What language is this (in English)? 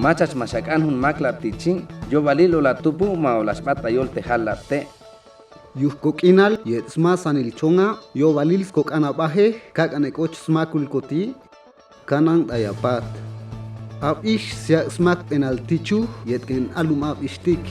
Chuj